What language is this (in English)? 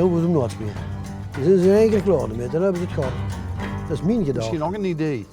Limburgish